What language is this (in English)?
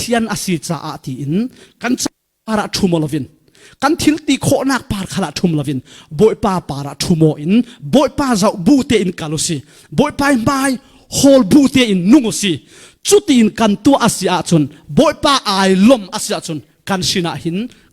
Falam Chin